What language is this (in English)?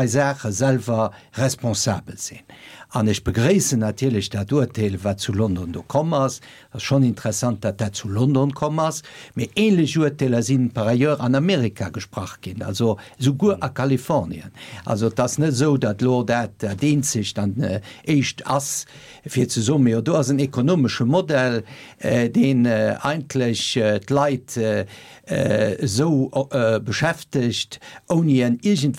Luxembourgish